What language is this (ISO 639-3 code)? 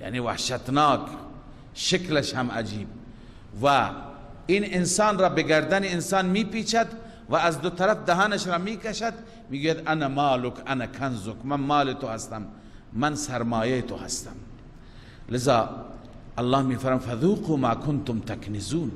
fas